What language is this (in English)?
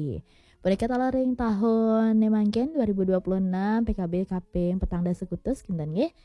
Balinese